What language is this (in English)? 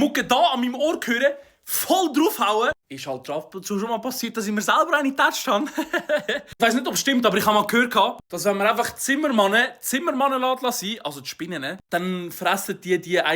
Swiss German